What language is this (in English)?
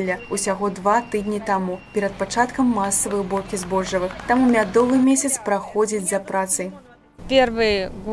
Belarusian